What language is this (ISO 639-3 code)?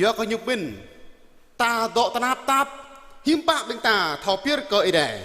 jra